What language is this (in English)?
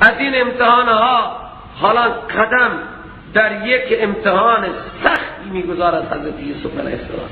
Persian